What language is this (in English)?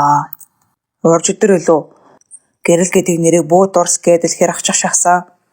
Mongolian